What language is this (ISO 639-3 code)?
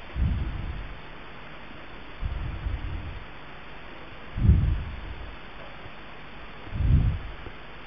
msa